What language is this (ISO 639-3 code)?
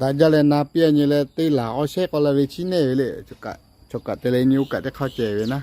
lhu